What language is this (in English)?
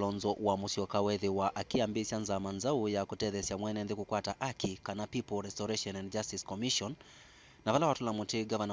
Kamba